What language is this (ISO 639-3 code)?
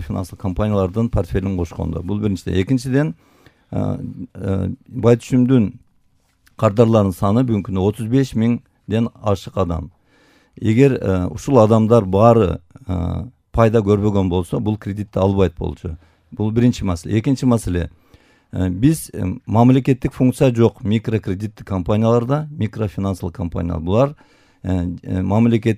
kir